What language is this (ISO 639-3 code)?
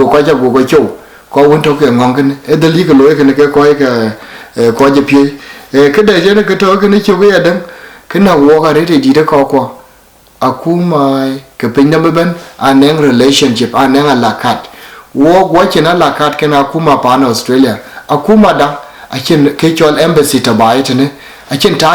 din